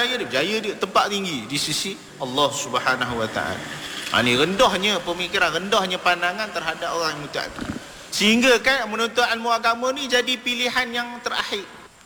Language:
Malay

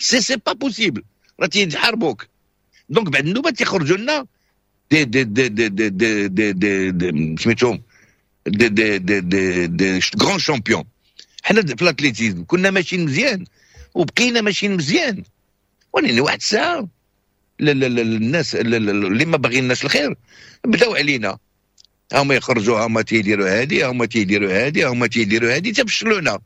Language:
Moroccan Arabic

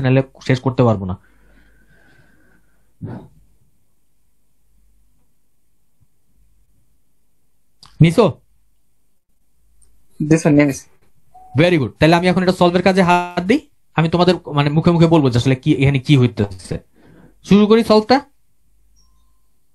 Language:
Bangla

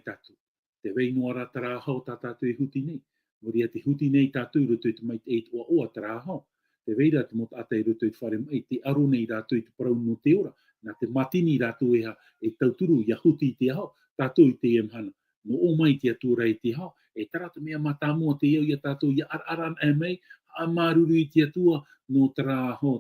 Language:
Tahitian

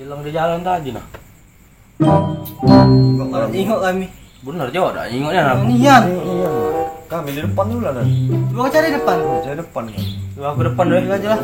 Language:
Musi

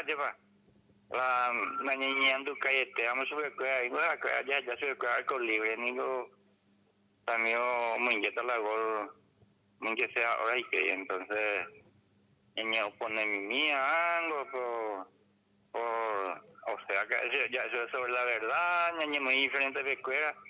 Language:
Guarani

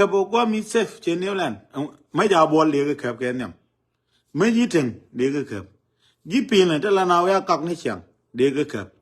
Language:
Nuer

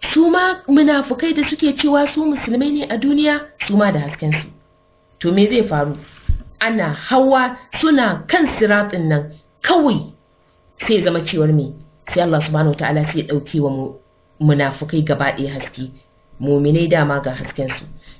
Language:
Hausa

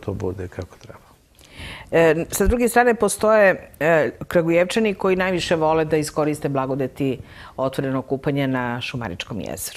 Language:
Serbian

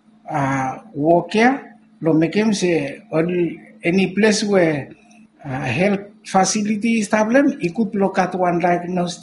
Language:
Bislama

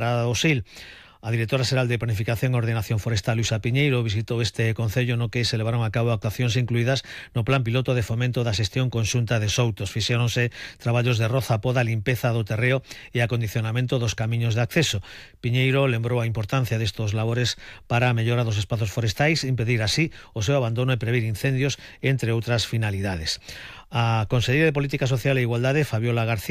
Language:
Galician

